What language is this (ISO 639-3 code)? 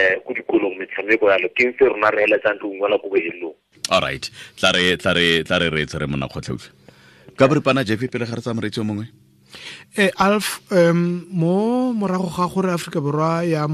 tsn